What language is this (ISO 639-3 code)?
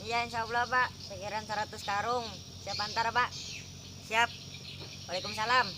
bjn